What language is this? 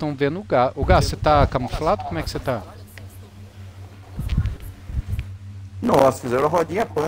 Portuguese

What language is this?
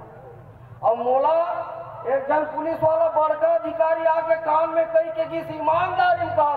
Chhattisgarhi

